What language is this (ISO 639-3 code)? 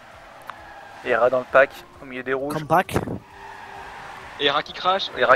fra